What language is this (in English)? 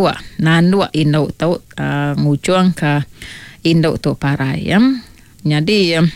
Iban